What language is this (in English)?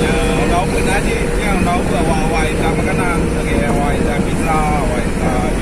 Achinese